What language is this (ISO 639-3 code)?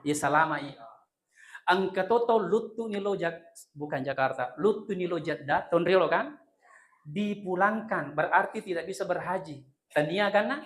bug